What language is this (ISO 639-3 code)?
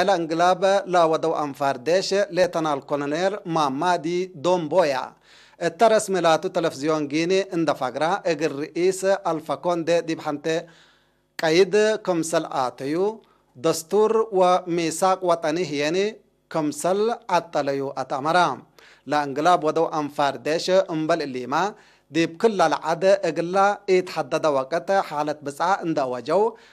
tig